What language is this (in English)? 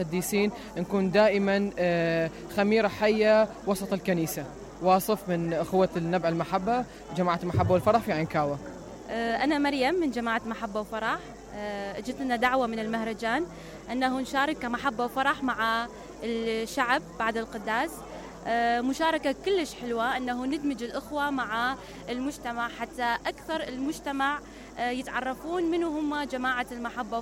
Mesopotamian Arabic